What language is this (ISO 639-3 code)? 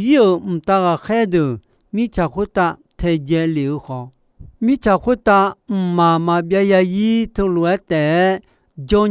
ahk